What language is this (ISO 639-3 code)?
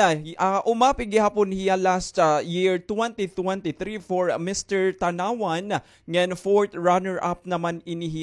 war